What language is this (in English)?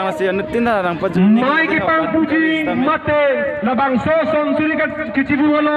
Karbi